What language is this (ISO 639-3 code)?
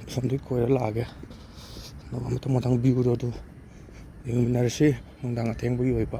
mni